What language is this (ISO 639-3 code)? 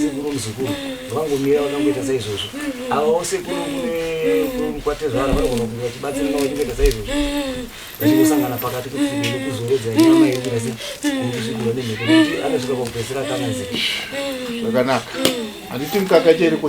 sna